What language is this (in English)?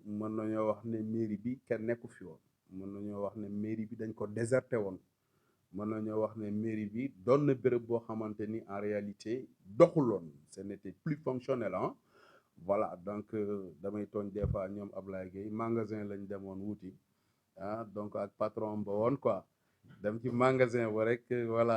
Wolof